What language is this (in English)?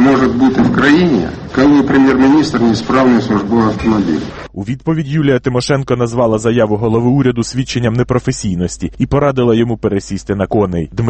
Ukrainian